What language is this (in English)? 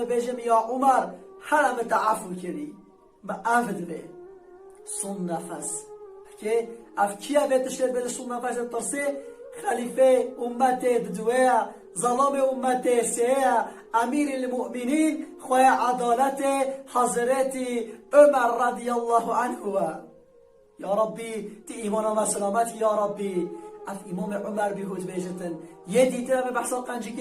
Kurdish